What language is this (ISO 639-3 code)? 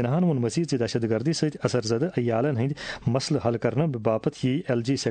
kas